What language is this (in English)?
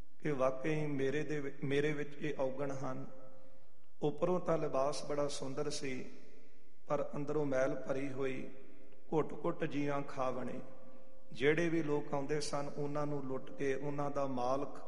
Punjabi